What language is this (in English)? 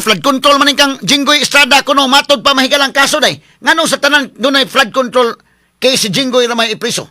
Cebuano